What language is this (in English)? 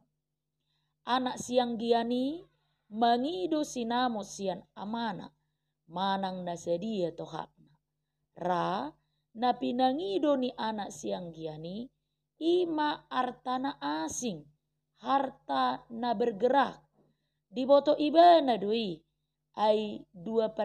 Batak Toba